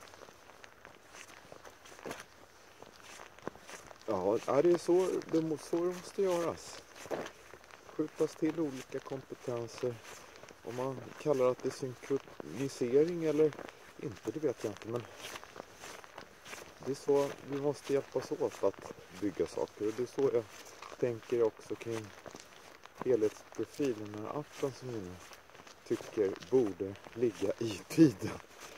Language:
Swedish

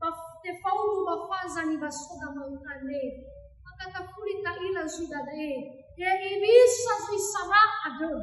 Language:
Nias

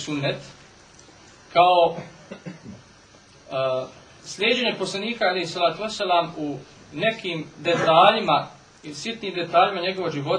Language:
Bosnian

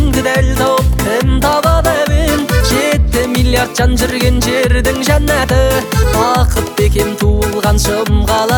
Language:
Kazakh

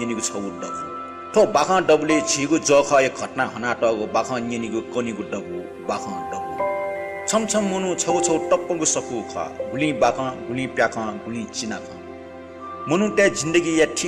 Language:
Newari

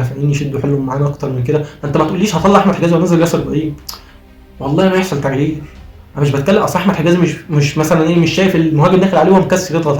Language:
Egyptian Arabic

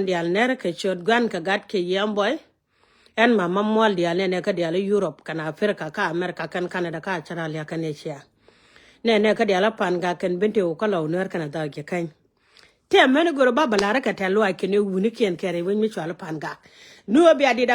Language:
Nuer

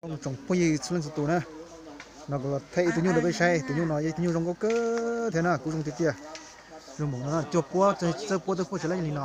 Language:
Hmong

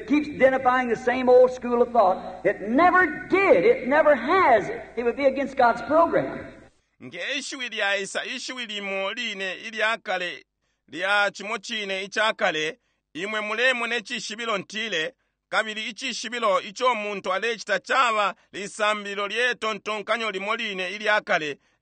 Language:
Bemba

